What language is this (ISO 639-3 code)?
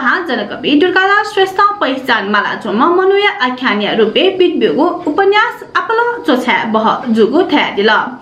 new